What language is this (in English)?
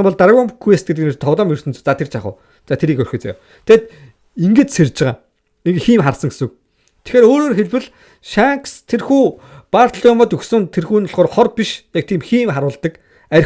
Mongolian